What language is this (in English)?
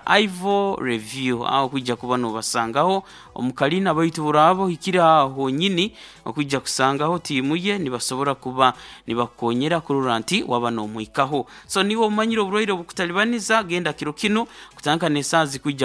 Nyankole